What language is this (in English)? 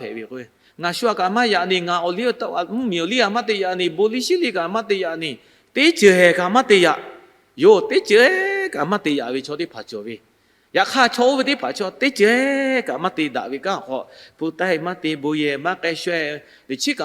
Lahu